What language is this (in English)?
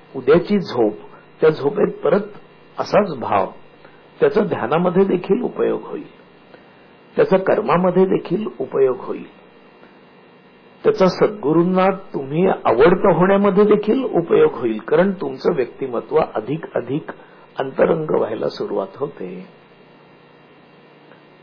Marathi